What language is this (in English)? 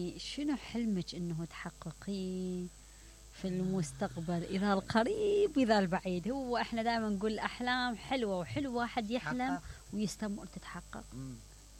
Mesopotamian Arabic